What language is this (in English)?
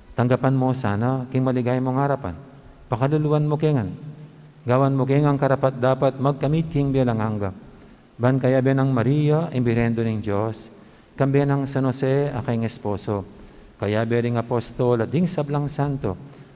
Pampanga